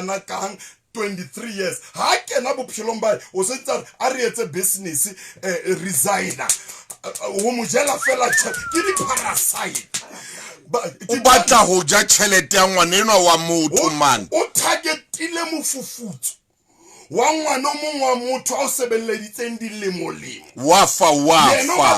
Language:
Southern Sotho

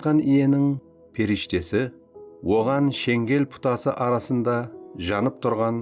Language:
Kara-Kalpak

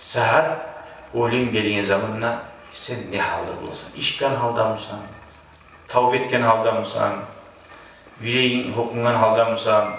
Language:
Kumyk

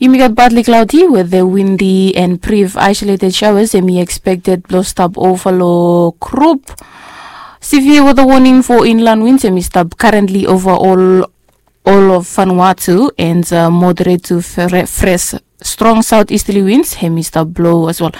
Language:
Bislama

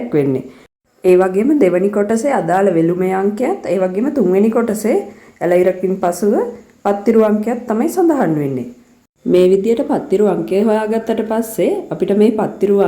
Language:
Sinhala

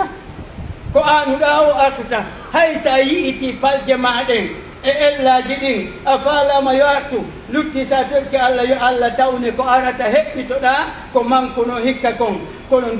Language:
Pular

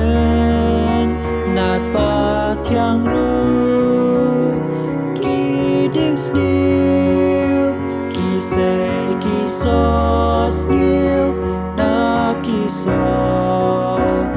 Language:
Khasi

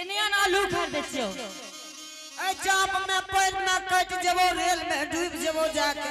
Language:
Angika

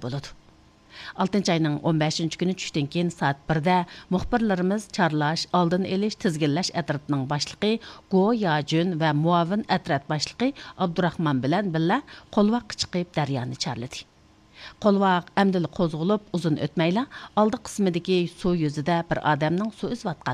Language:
Uyghur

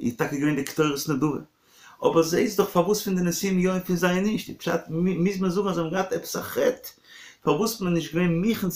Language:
Yiddish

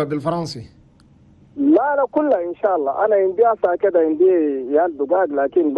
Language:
Chadian Arabic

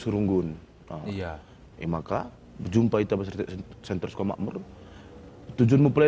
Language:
Batak Karo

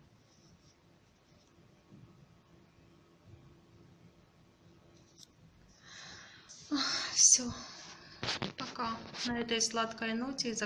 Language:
Russian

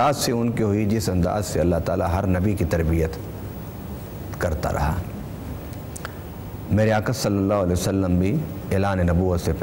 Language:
Urdu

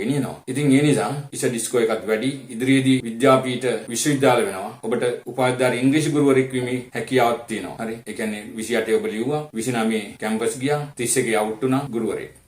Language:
Sinhala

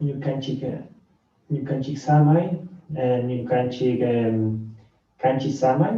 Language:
Chimborazo Highland Quichua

